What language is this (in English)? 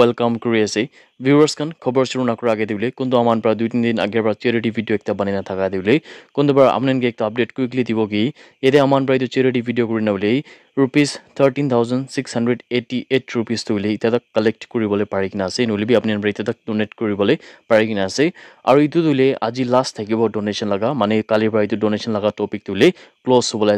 Naga Pidgin